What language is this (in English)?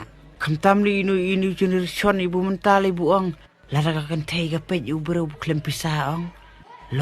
Khasi